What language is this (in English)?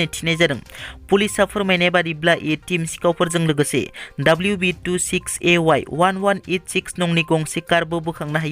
Bodo